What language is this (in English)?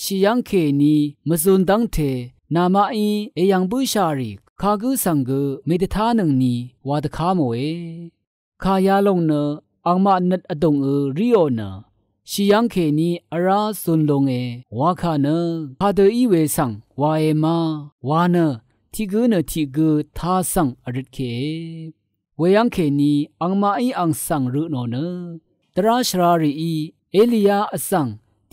Rawang